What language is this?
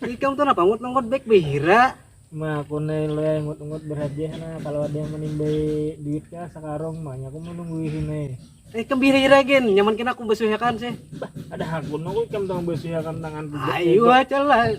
Banjar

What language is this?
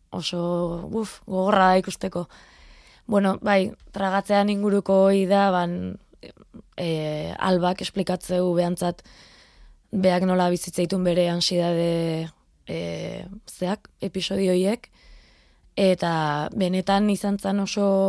Basque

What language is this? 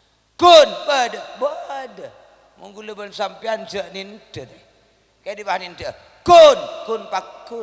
Madurese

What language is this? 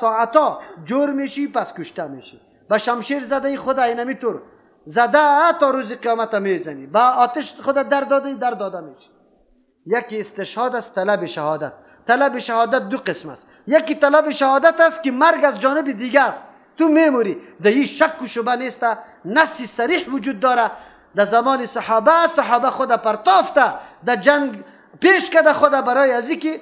Persian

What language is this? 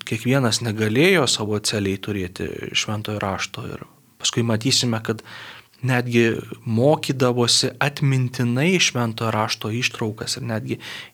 Lithuanian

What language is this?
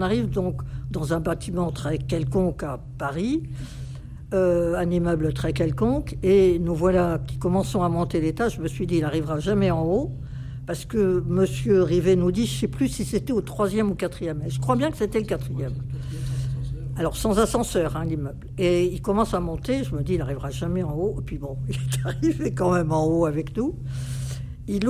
French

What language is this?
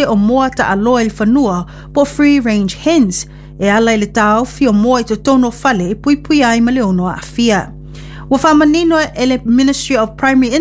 Samoan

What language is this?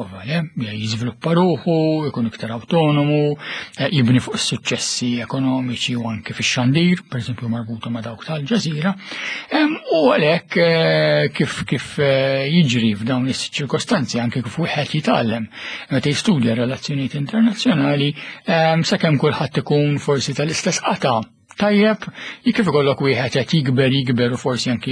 Maltese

